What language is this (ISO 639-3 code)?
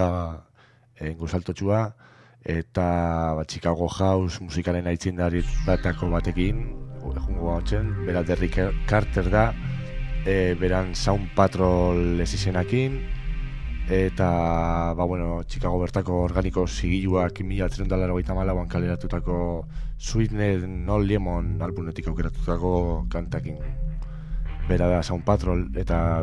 eus